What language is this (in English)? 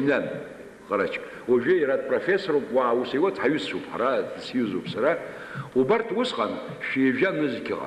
Abkhazian